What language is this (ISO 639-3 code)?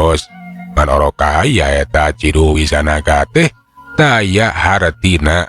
sun